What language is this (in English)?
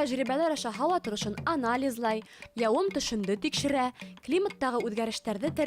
Bashkir